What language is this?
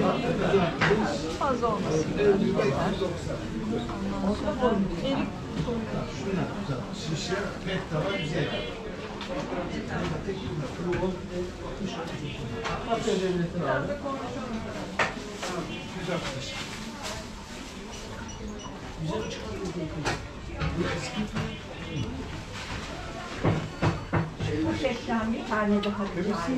Turkish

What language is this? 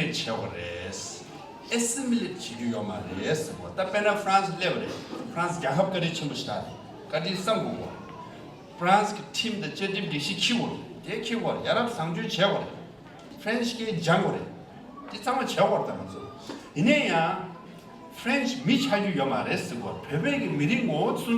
Tibetan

